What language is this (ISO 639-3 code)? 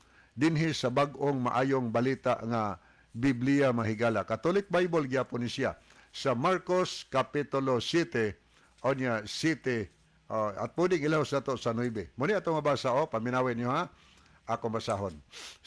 ceb